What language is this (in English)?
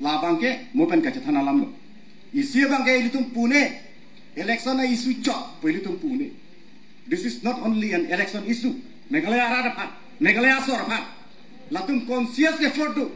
Karbi